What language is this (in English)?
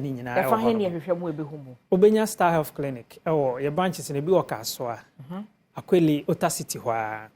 Akan